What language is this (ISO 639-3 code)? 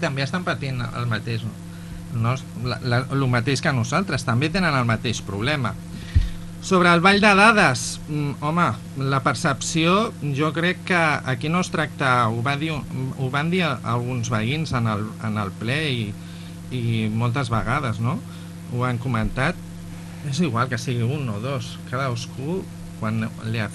cat